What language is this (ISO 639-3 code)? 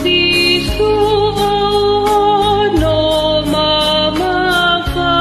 ton